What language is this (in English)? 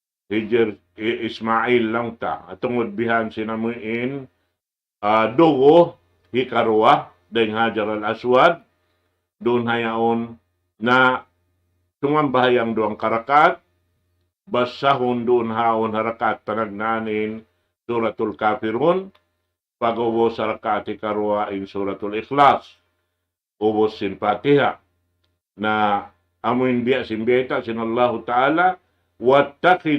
Tausug